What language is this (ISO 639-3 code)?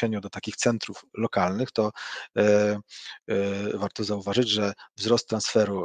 pol